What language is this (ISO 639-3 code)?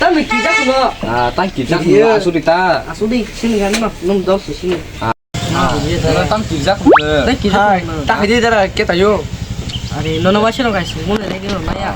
trp